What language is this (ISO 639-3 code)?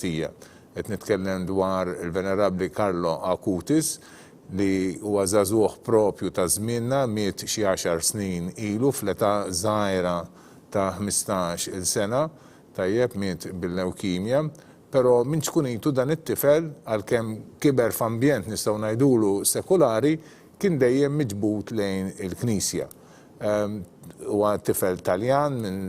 mlt